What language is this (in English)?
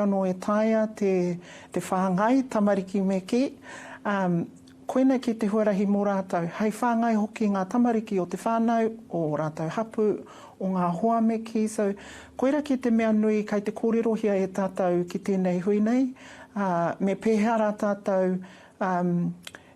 Māori